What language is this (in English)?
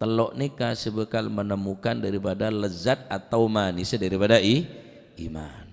Madurese